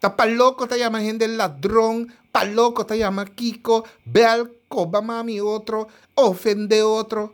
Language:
Papiamento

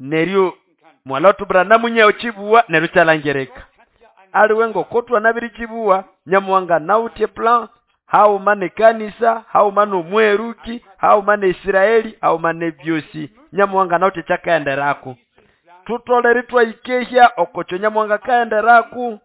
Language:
Nande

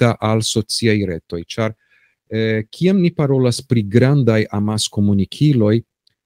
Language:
Esperanto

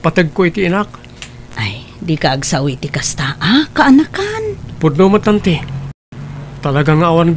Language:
Iloko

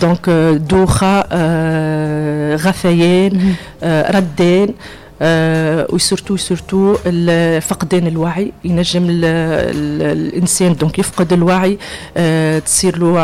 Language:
Tunisian Arabic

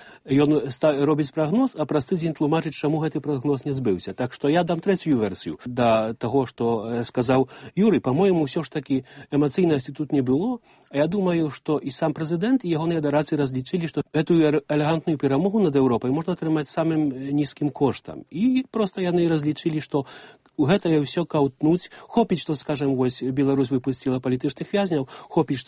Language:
Belarusian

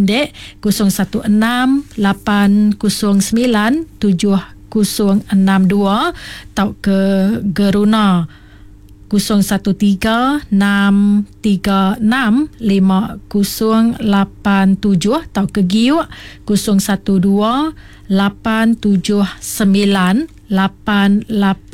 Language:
Iban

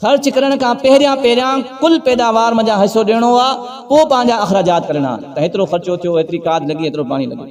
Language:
Sindhi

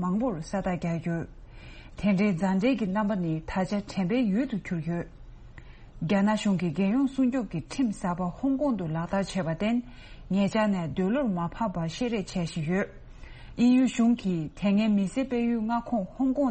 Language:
Tibetan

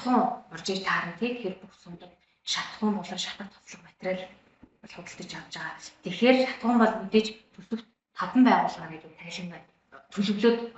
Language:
Mongolian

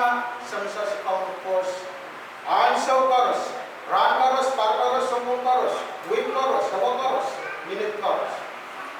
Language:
Pohnpeian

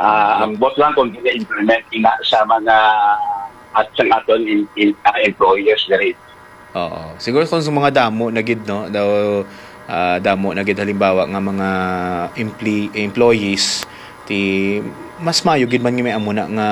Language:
Hiligaynon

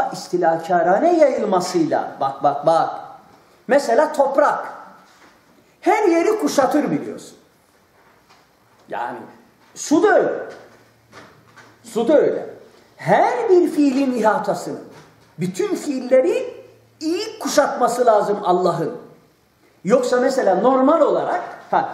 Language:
Turkish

